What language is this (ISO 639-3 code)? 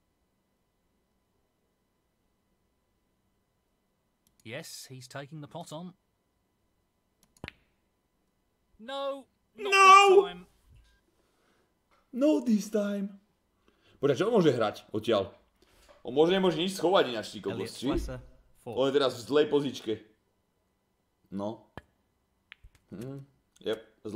slk